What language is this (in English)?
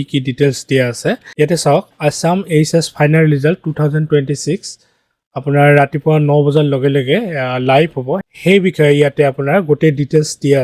Assamese